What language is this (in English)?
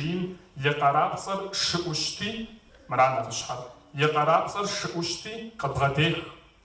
Kabardian